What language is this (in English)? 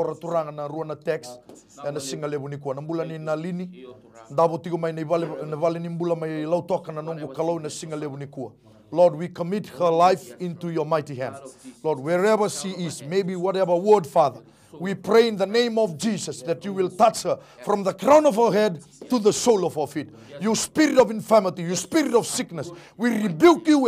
Fijian